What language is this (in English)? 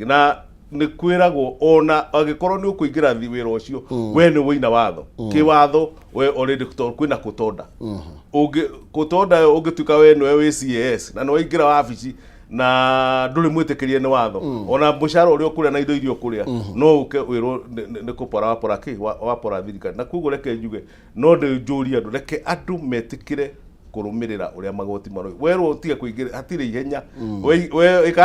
Kikuyu